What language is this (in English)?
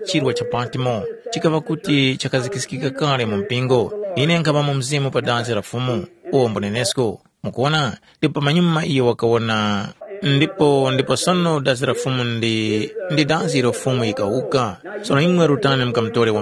Tumbuka